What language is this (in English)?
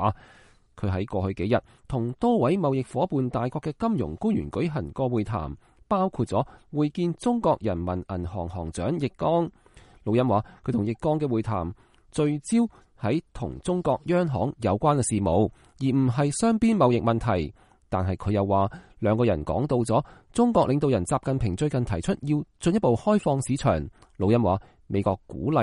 Cantonese